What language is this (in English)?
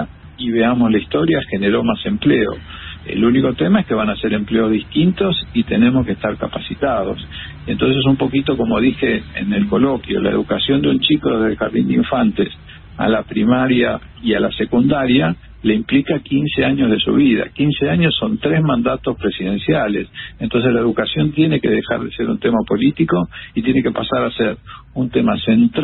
Spanish